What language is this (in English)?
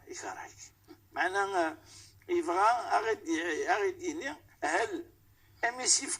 Kabyle